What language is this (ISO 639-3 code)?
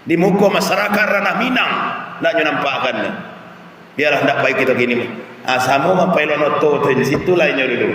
min